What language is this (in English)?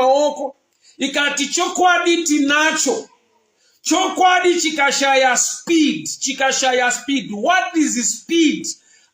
Shona